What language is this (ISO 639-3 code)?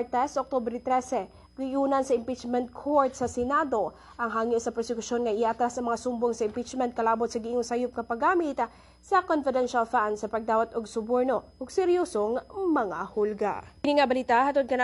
ceb